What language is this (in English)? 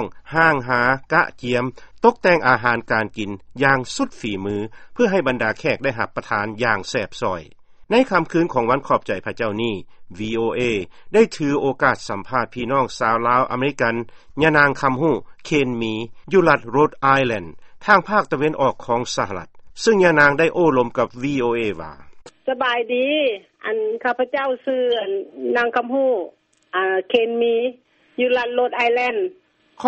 Lao